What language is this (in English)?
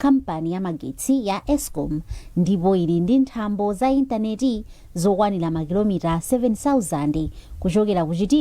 Nyanja